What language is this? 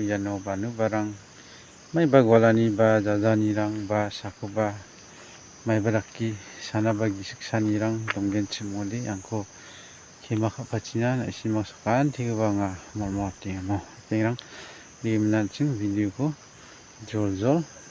Garo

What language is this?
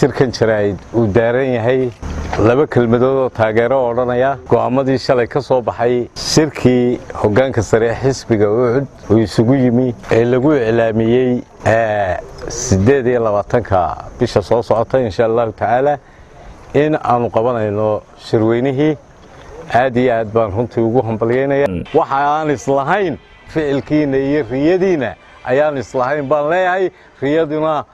Somali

